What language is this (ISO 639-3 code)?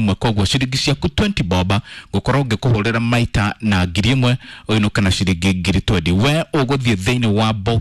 kik